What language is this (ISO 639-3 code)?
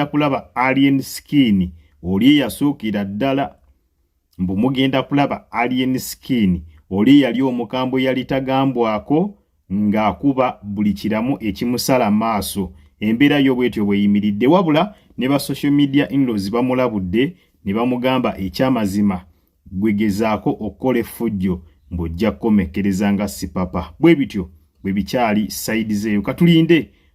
lug